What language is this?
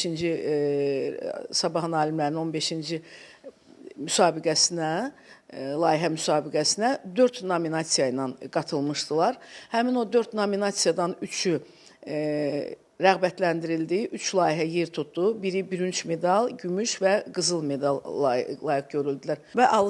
Azerbaijani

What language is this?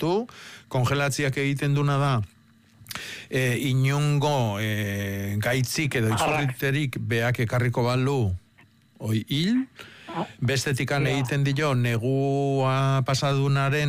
Basque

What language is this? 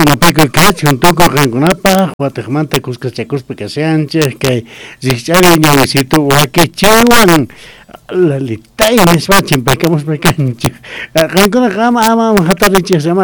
South Bolivian Quechua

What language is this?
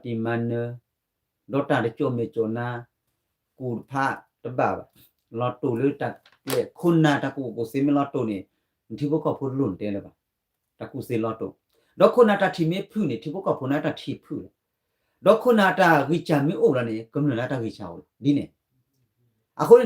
S'gaw Karen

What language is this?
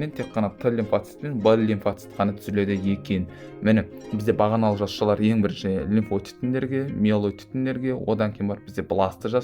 Kazakh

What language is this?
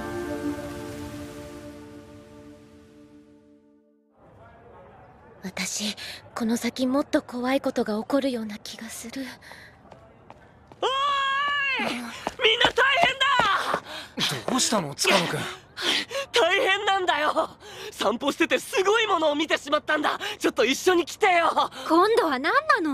Japanese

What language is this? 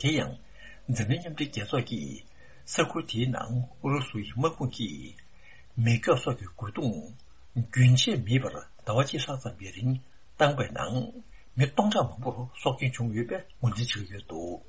Tibetan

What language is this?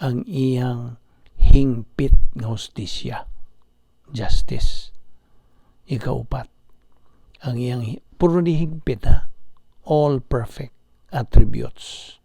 Cebuano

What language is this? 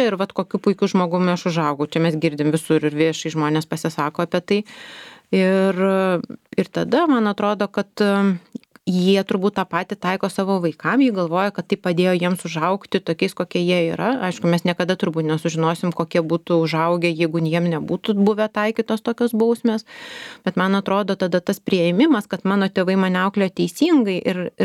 Lithuanian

